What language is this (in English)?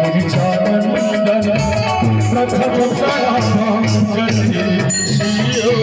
Maithili